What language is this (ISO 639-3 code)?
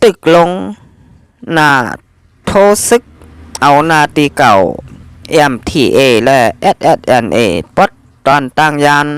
shn